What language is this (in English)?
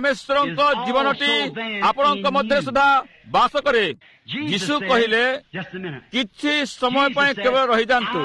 Odia